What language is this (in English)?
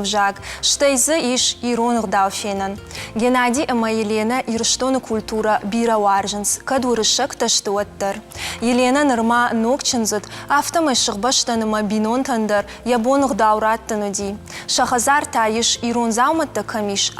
Ossetic